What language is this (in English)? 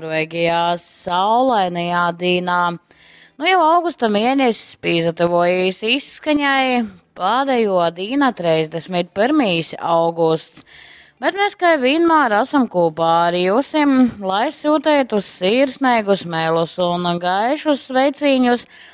Latgalian